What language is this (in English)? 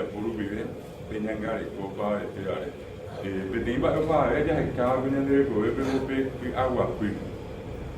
Guarani